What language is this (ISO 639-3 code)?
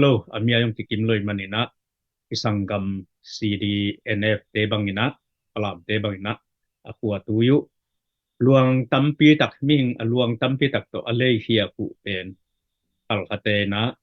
ctd